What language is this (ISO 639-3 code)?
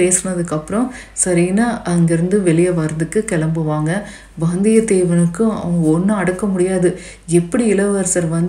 tam